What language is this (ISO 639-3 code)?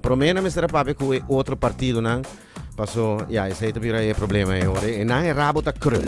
pap